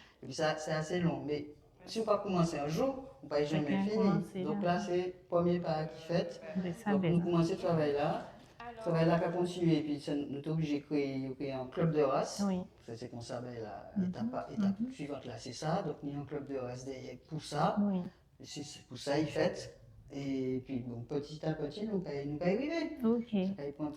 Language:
Guadeloupean Creole French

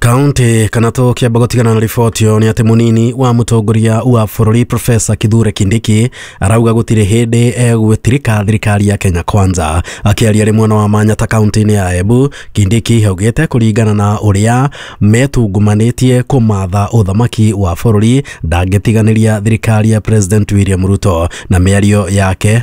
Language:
Kikuyu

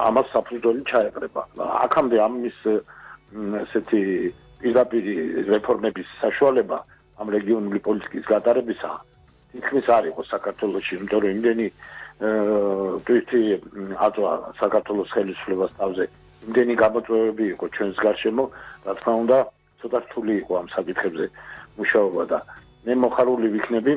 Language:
Georgian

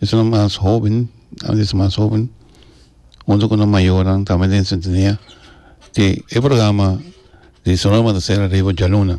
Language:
Papiamento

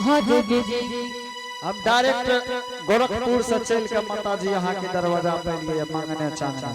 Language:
Angika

